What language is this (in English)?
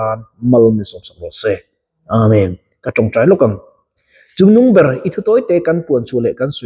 Mizo